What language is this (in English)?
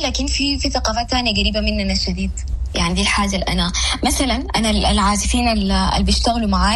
Sudanese Arabic